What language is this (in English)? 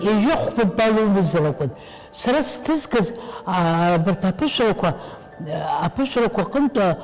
Abkhazian